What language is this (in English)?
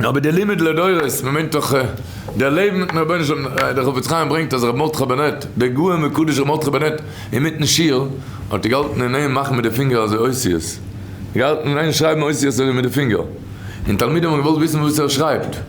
Yiddish